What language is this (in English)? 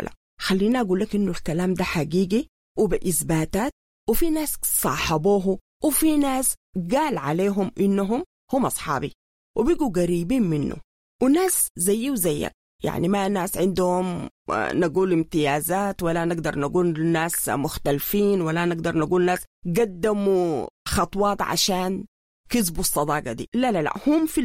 Sudanese Arabic